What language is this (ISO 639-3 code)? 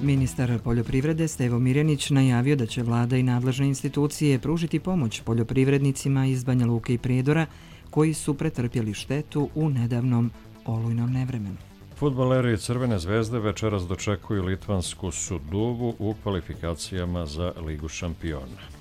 hrv